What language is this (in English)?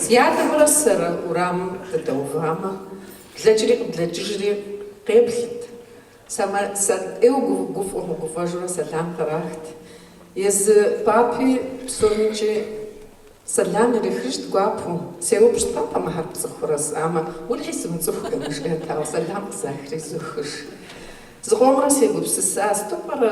Kabardian